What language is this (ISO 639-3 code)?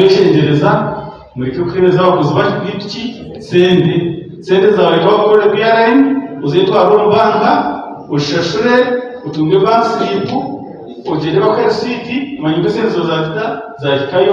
nyn